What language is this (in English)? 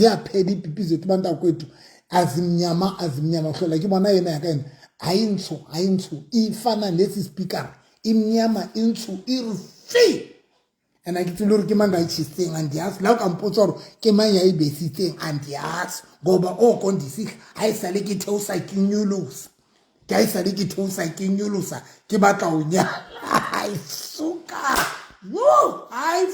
Southern Sotho